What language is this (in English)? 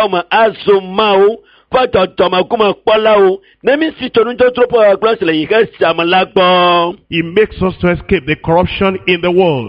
Ewe